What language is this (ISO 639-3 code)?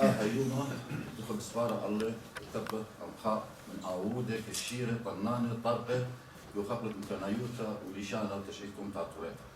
aii